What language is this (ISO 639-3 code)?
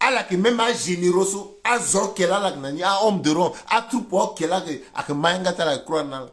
sag